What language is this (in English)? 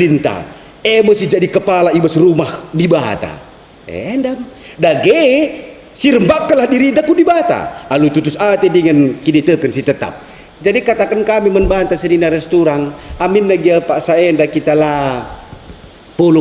Batak Karo